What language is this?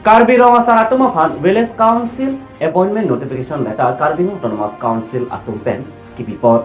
Karbi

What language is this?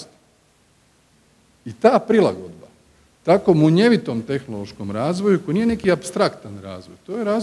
Croatian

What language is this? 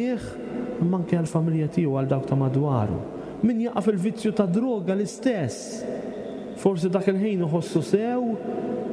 Maltese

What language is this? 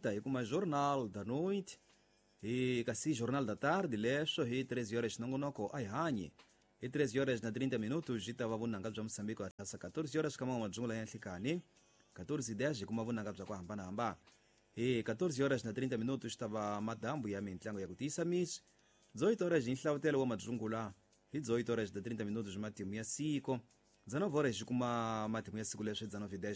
Tsonga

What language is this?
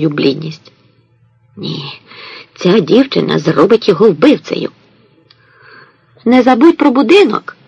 Ukrainian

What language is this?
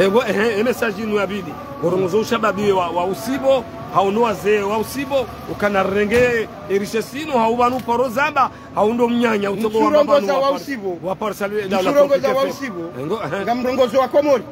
Ngazidja Comorian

